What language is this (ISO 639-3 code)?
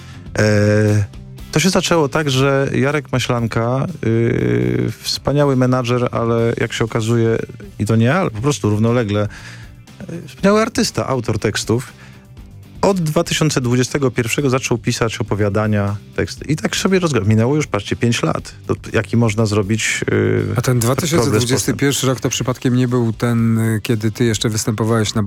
pol